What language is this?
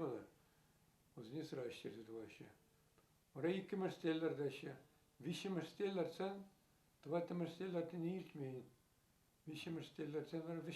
Chuvash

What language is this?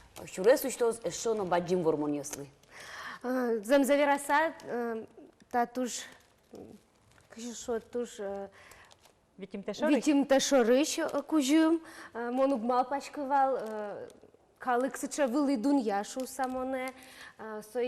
Udmurt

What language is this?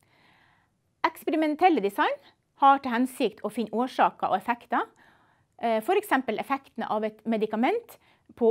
Norwegian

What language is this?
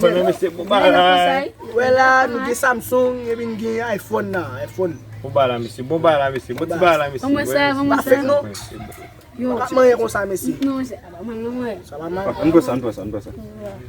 Haitian Creole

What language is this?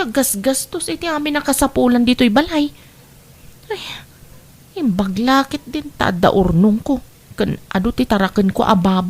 Iloko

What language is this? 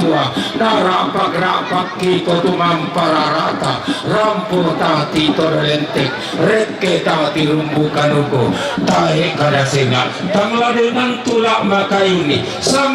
Toraja-Sa'dan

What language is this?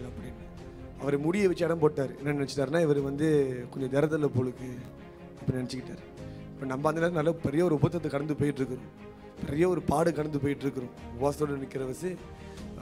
Tamil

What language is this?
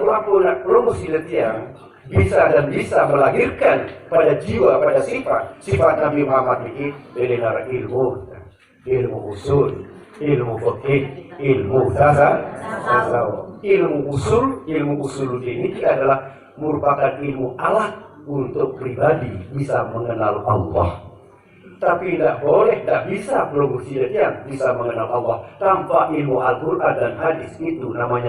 Sasak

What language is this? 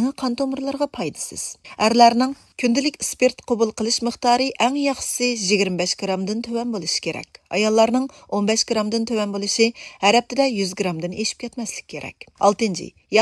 Uyghur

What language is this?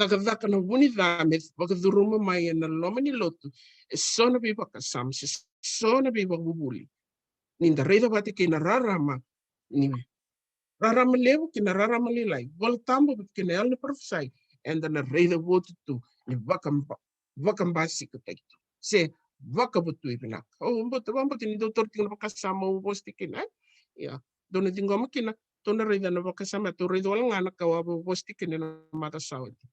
Fijian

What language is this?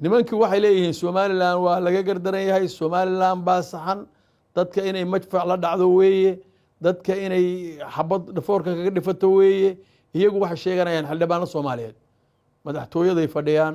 Somali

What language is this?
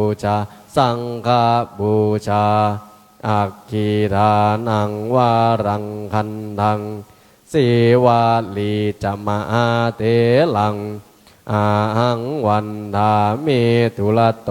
Pali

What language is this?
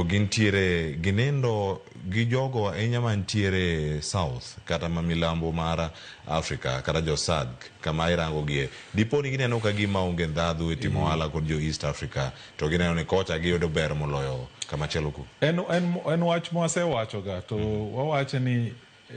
Luo (Kenya and Tanzania)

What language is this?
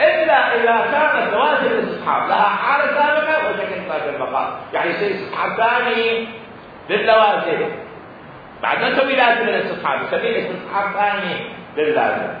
Mesopotamian Arabic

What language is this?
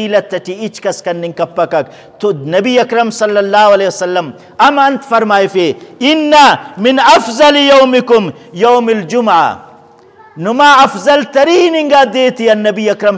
Brahui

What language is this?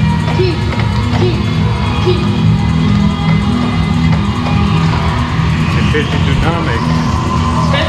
German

